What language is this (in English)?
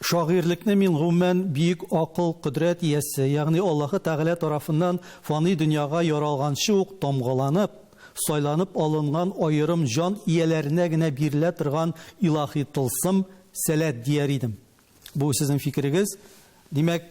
Tatar